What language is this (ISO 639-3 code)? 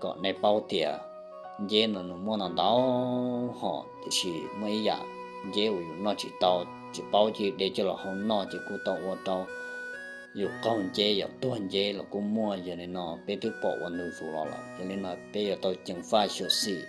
hmn